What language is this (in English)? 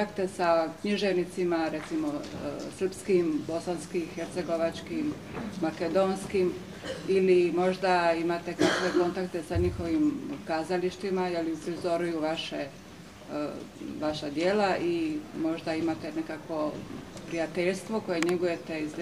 Croatian